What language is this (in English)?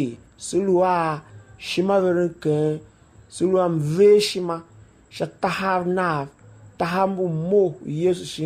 Tiv